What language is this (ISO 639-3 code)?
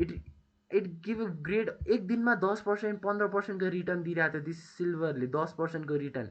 nep